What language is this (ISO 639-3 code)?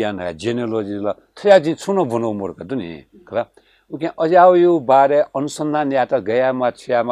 new